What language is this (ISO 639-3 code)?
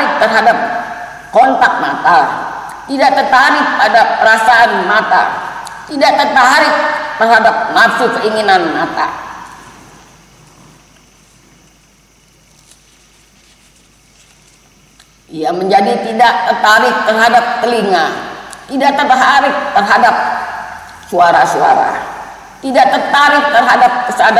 ind